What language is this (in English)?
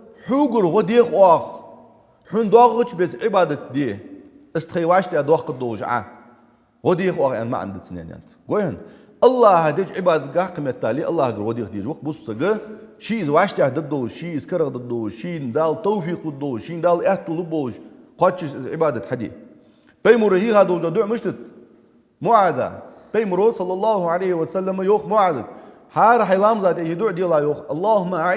Ingush